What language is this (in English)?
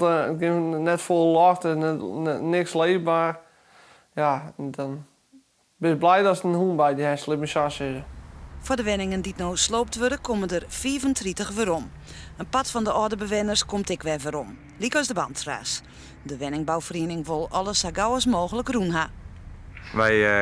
Western Frisian